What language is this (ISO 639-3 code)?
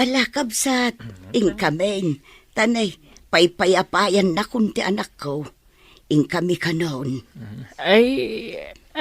ilo